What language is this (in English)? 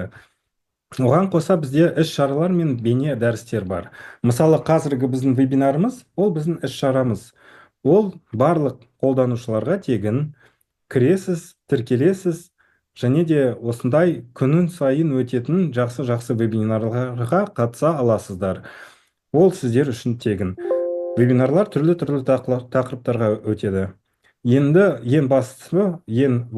Kazakh